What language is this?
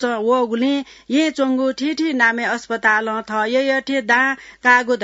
Newari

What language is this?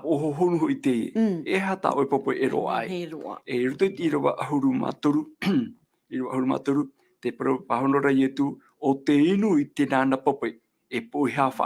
Tahitian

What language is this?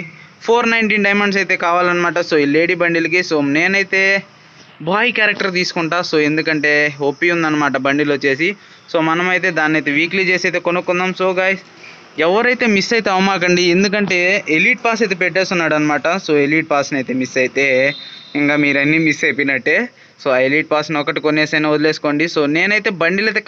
Telugu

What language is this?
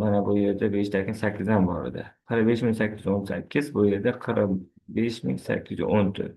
Uzbek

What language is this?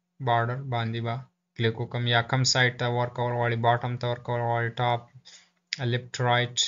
Pashto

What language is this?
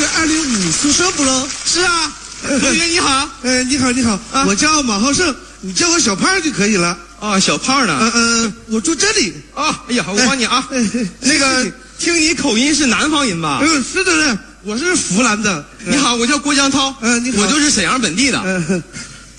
Chinese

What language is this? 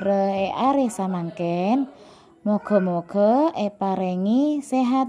Madurese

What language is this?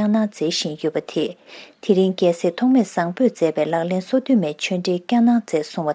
Tibetan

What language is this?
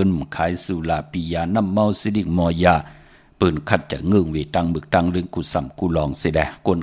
Shan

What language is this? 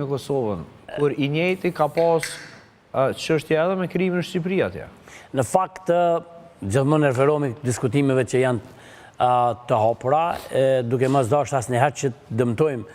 Albanian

